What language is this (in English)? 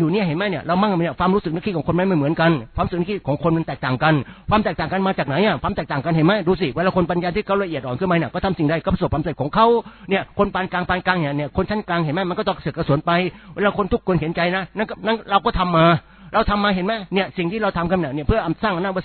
Thai